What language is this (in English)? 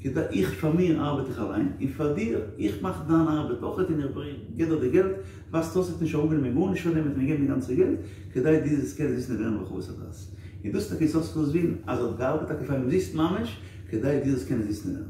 Yiddish